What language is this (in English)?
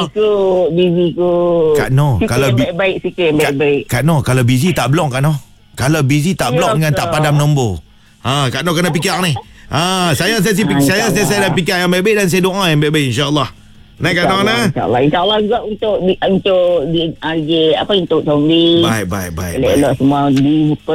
Malay